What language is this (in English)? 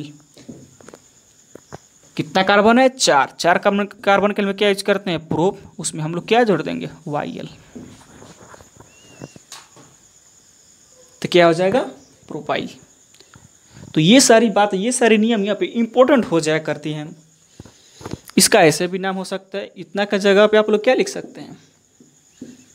Hindi